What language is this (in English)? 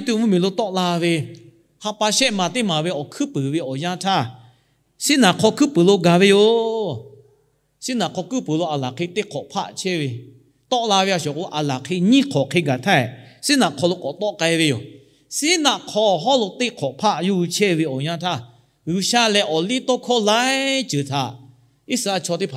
Lahu